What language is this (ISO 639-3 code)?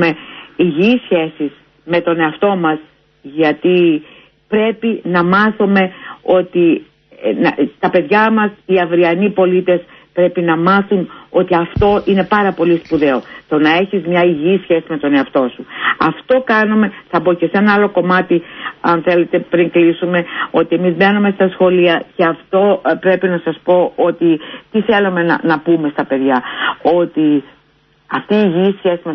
ell